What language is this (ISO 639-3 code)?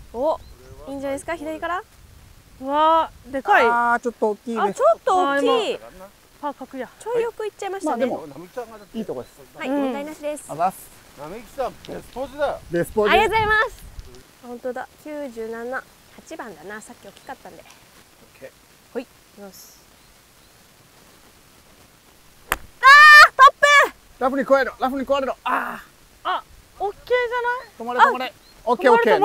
jpn